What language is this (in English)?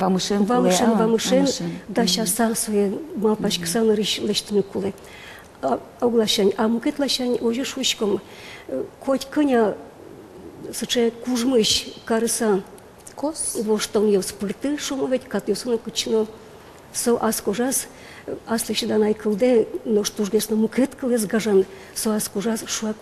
Udmurt